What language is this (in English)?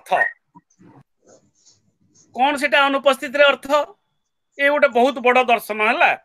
Odia